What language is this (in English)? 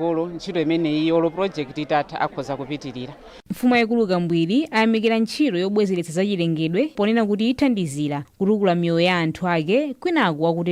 Nyanja